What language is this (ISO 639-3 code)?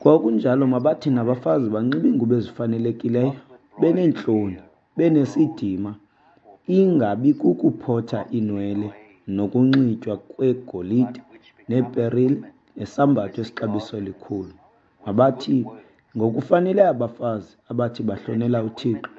xho